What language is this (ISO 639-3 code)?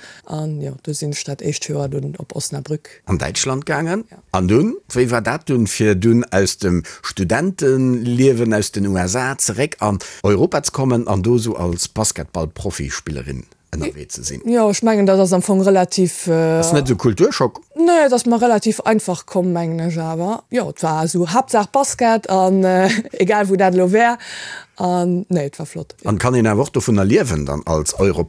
ltz